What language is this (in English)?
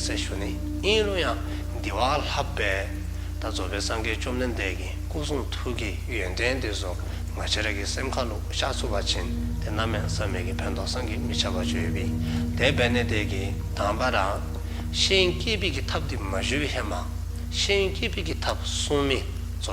Dzongkha